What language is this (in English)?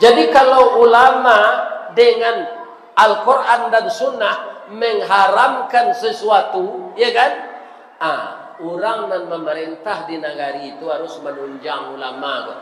Minangkabau